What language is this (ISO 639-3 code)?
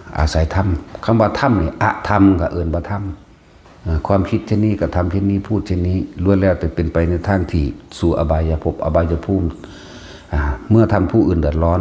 tts